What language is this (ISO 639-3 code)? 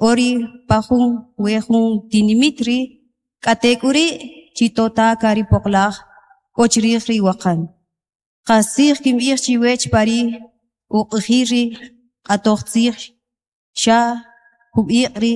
cak